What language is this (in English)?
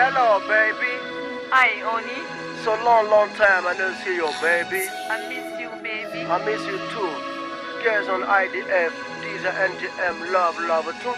Pular